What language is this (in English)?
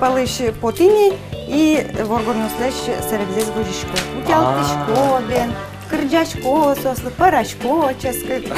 Udmurt